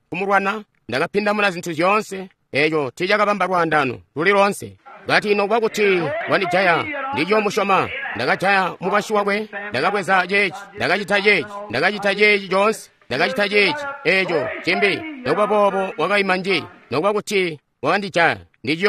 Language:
Tonga (Zambia)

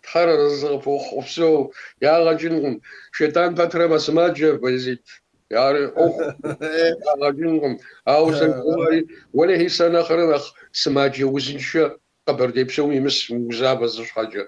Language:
Kabardian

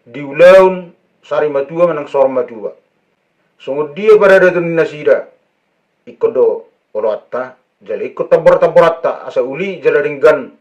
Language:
Batak Toba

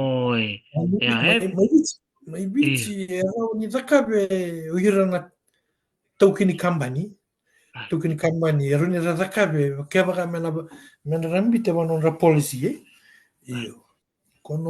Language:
Fijian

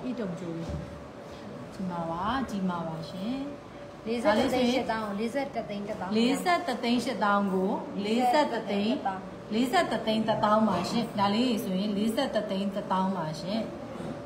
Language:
Burmese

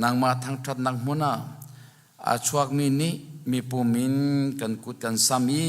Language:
Hakha Chin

